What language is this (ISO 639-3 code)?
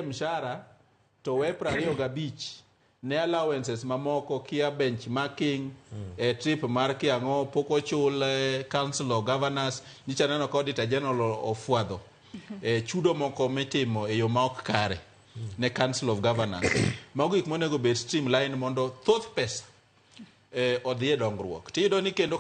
luo